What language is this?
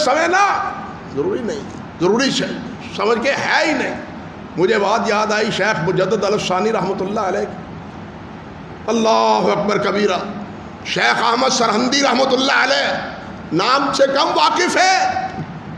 Urdu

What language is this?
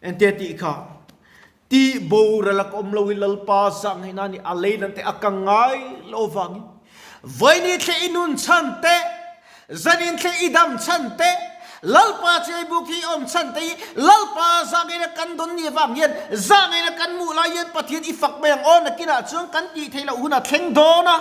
Mizo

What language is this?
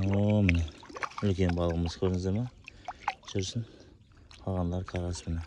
Kazakh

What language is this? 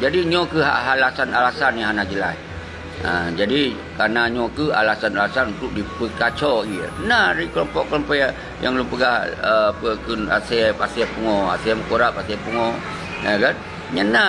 Achinese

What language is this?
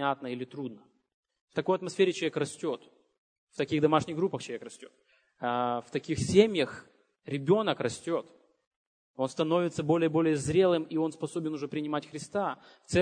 Russian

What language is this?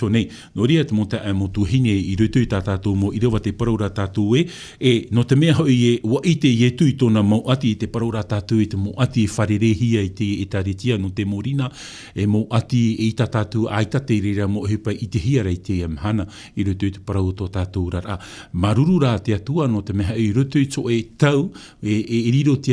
Tahitian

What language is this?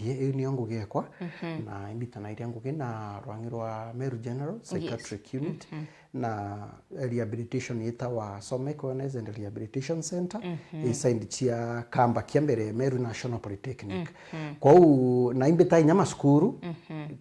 Meru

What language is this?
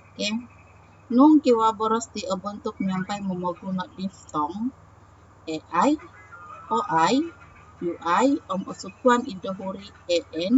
Central Dusun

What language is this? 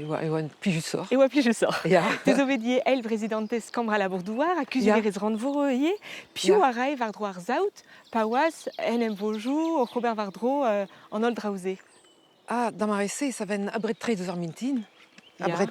Breton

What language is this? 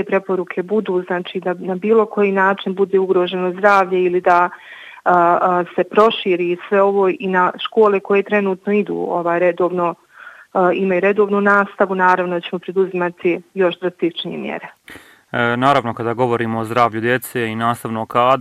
Bosnian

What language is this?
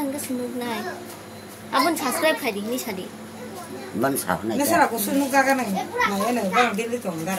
Kok Borok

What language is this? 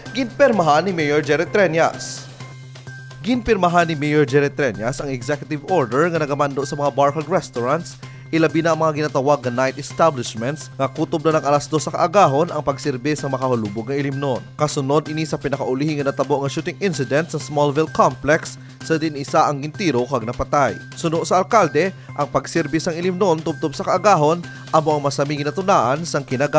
Hiligaynon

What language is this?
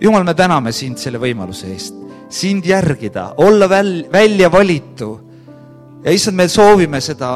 Estonian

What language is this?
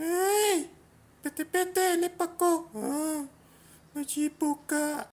Buginese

